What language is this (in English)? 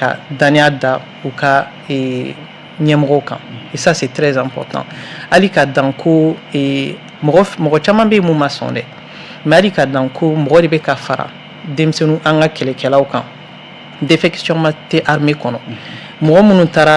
Bambara